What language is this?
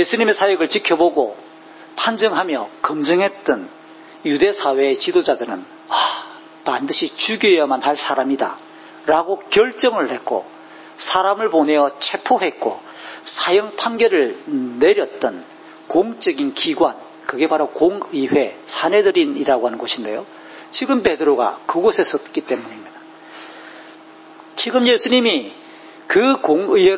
Korean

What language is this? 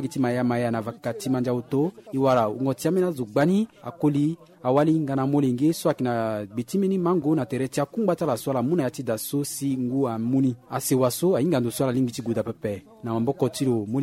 Sango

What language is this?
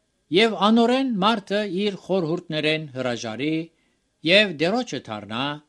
Armenian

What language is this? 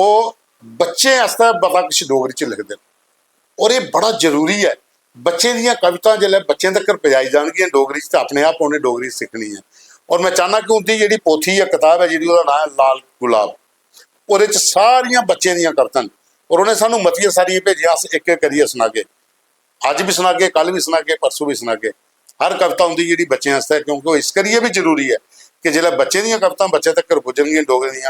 Dogri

